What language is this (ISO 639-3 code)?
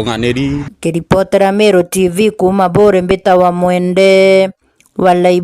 mer